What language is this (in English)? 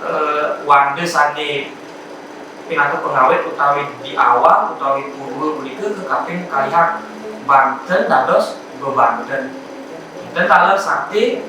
Balinese